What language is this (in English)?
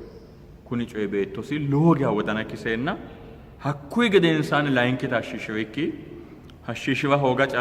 Sidamo